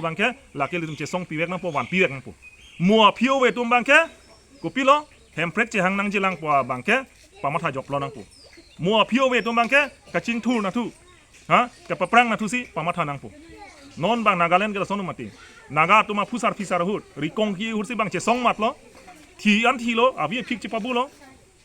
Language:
Karbi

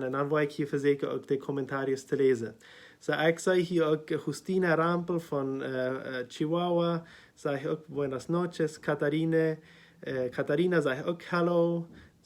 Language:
Plautdietsch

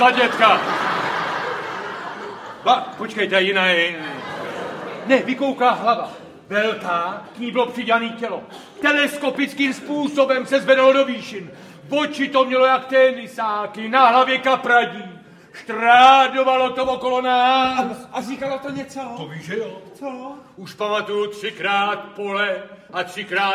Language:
Czech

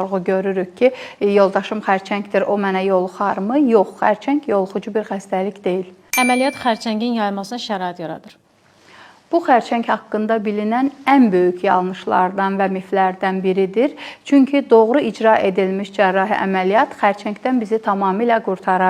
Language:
Azerbaijani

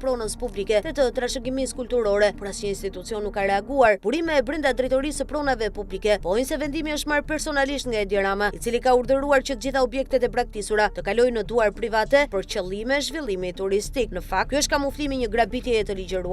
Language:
Albanian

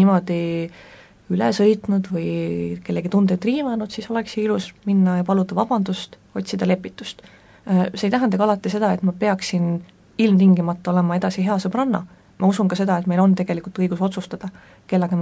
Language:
Estonian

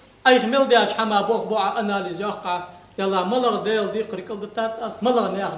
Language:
Ingush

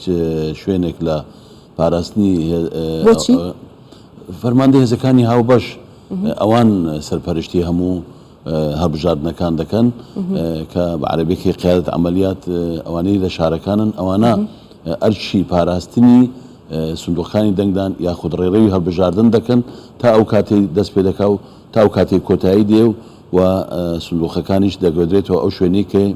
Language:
Central Kurdish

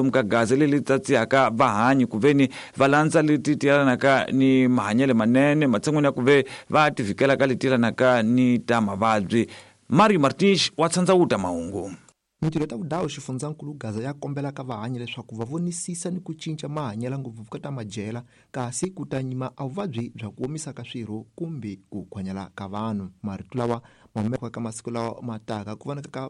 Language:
Tsonga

